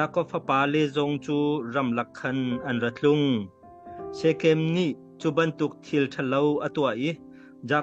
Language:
Hakha Chin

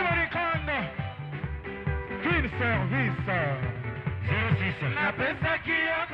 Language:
Lingala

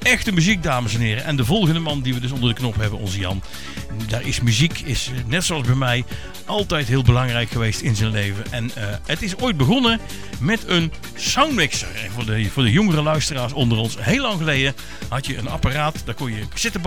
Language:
Dutch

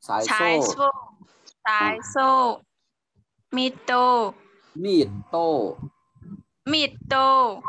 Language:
Shan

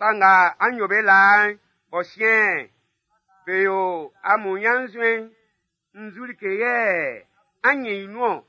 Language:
Baoulé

